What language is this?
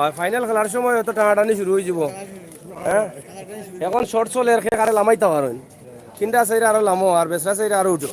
Sylheti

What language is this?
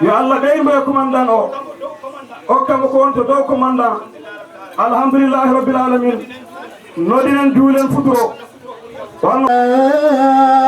Fula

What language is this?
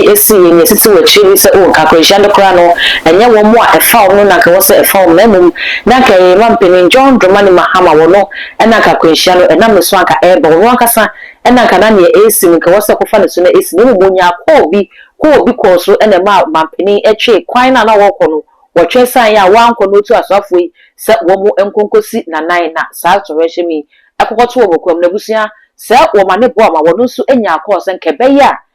Akan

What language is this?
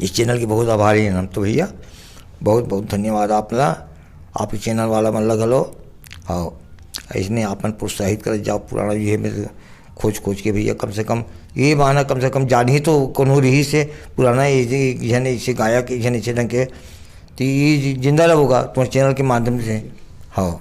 Chhattisgarhi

